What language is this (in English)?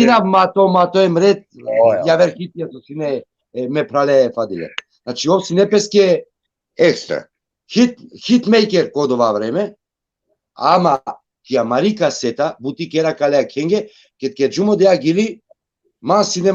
Balkan Romani